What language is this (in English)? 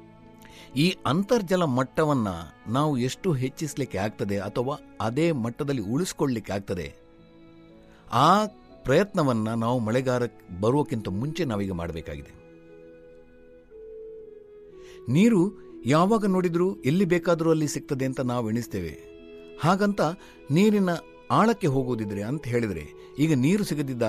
Kannada